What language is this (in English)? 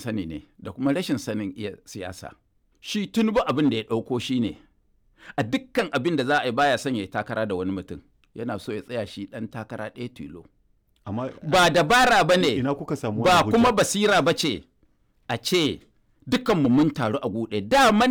Hausa